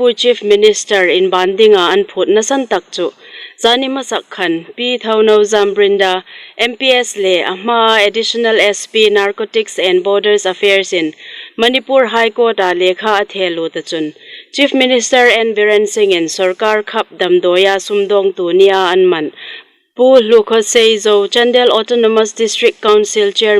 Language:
Hmar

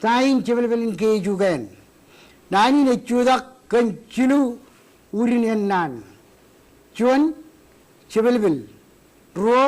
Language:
Marshallese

